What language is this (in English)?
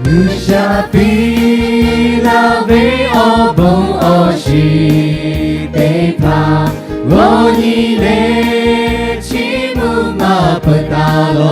Lahu